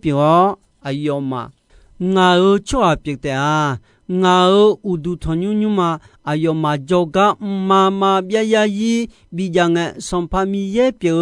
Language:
Akha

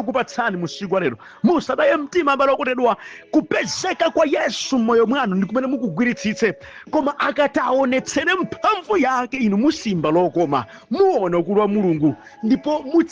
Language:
Nyanja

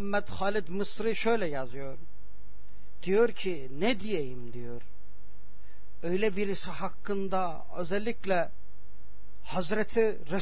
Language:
Turkish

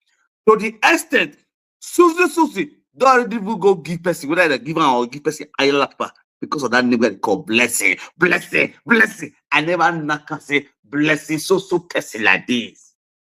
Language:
Nigerian Pidgin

